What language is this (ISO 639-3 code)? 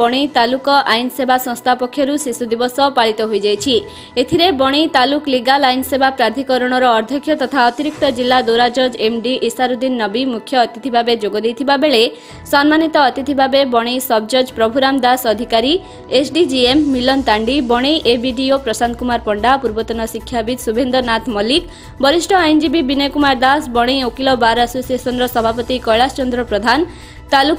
ori